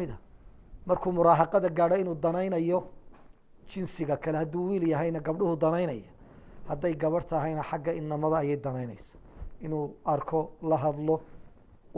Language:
Somali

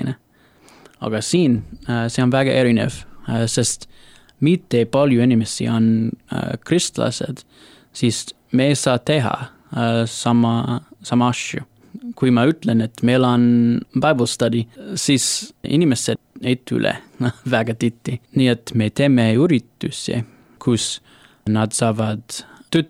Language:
Estonian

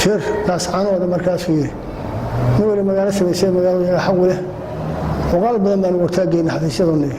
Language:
Somali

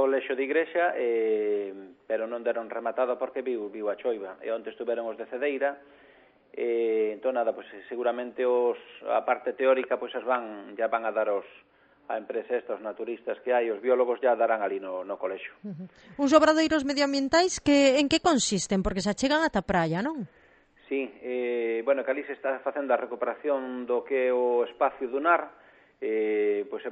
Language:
Galician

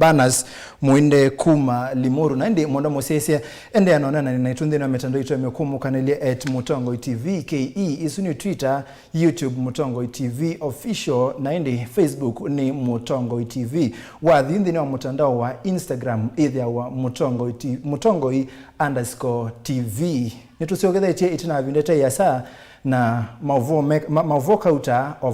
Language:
Kamba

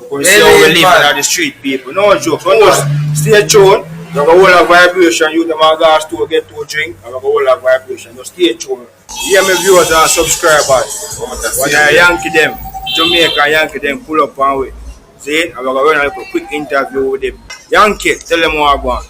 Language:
Jamaican Creole English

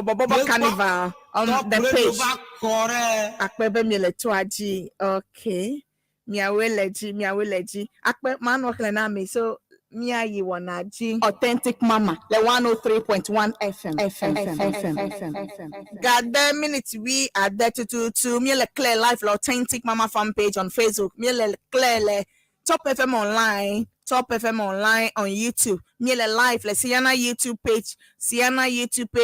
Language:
Ewe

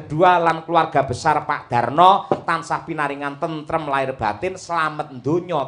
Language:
Javanese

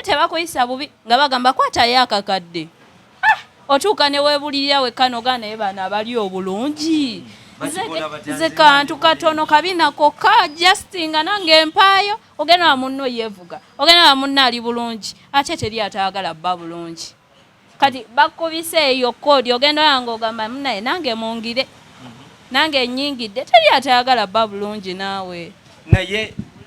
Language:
Ganda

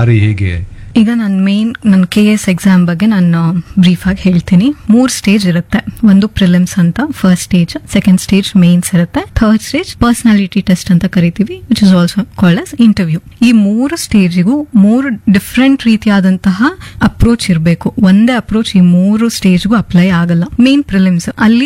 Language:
Kannada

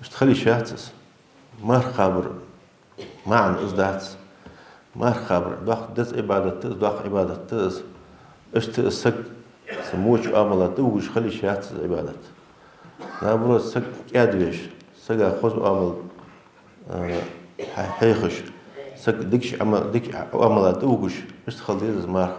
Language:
Ingush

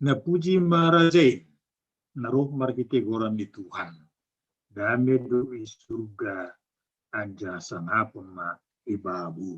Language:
Batak Simalungun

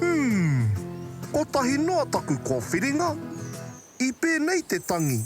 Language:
Māori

